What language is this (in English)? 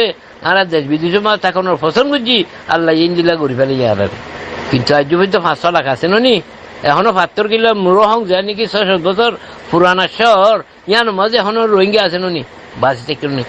Rohingya